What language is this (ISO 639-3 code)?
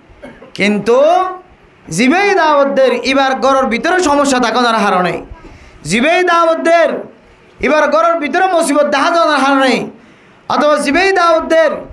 rhg